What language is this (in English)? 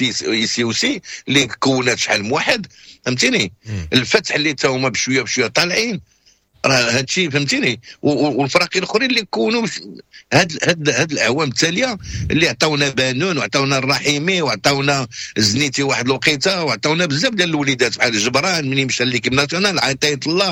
Moroccan Arabic